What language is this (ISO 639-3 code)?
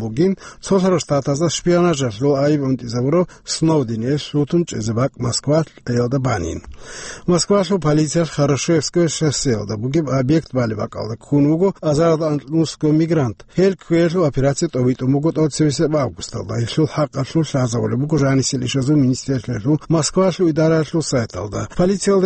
ava